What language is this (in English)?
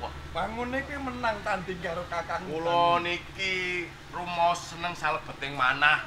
Javanese